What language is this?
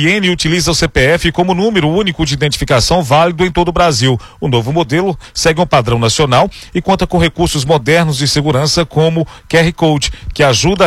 Portuguese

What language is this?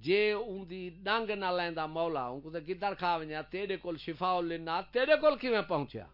Saraiki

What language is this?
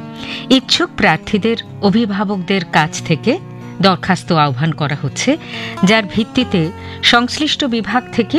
Bangla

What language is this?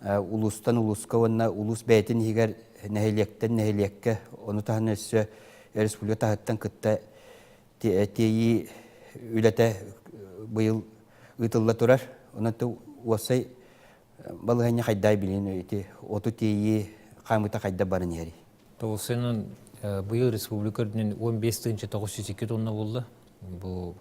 Yakut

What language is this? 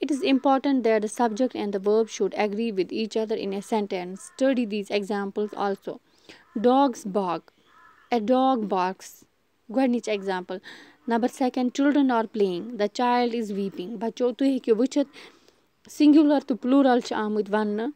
Kashmiri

